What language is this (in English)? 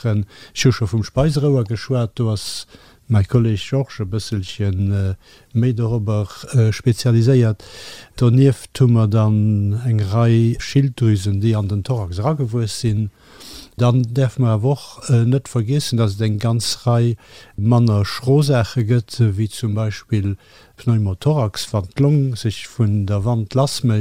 Luxembourgish